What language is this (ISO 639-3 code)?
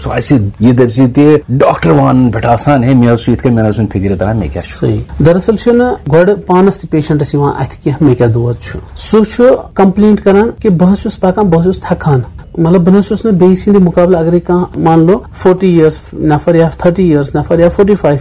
kas